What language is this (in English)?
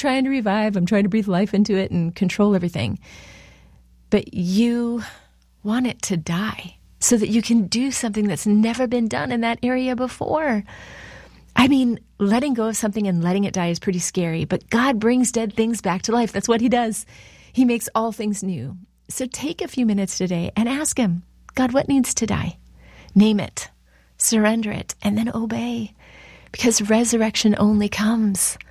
English